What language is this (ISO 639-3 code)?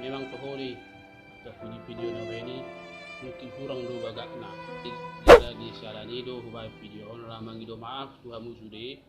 bbc